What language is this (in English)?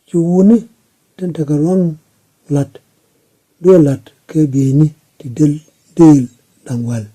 Nuer